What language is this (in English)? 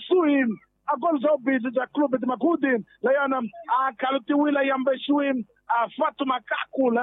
Tsonga